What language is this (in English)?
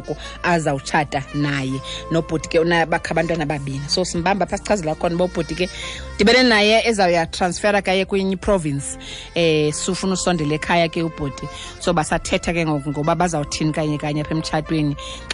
Xhosa